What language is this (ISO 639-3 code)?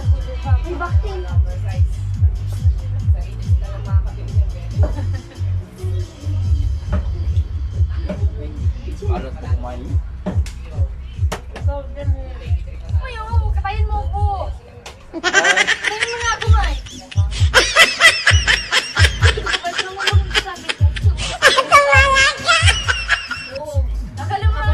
fil